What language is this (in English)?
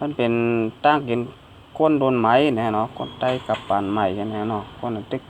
Shan